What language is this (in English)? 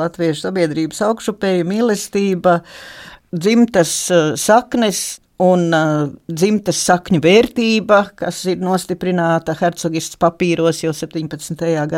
Latvian